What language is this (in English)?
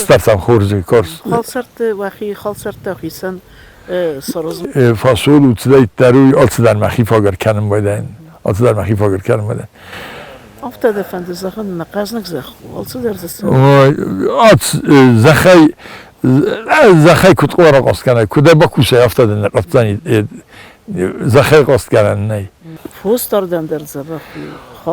Ossetic